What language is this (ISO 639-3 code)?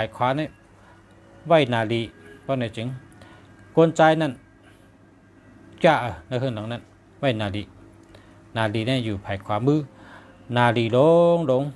shn